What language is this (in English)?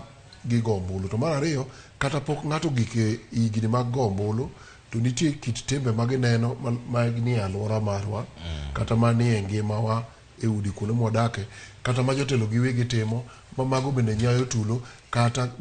Luo (Kenya and Tanzania)